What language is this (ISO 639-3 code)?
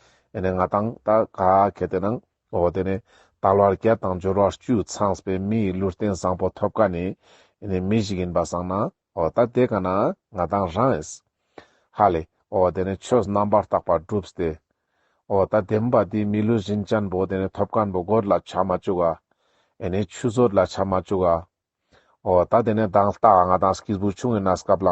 lbj